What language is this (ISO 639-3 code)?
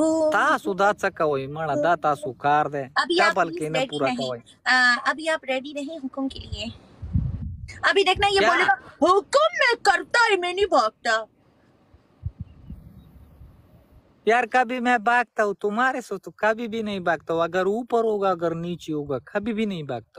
hin